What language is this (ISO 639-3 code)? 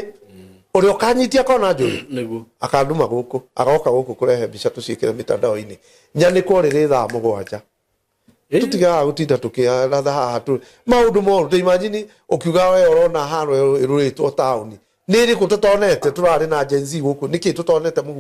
kik